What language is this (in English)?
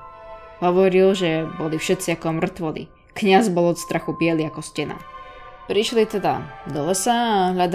Slovak